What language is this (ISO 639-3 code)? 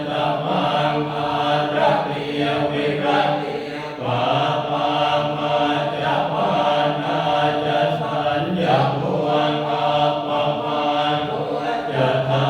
pli